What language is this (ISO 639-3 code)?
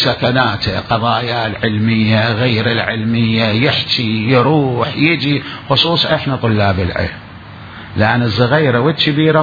acm